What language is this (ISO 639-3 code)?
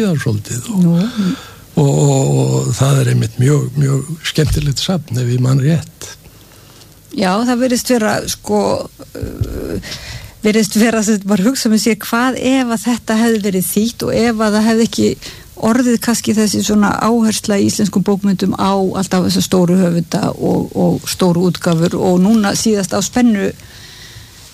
isl